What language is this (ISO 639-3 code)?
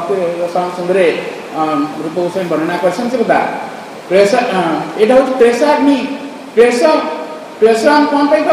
ori